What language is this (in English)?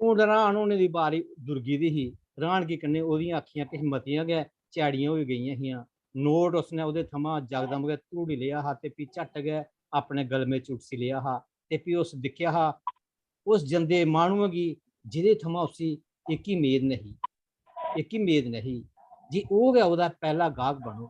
Dogri